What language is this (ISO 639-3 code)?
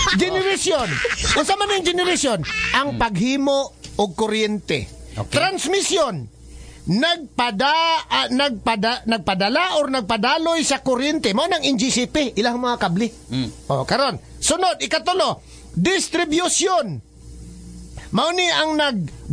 ceb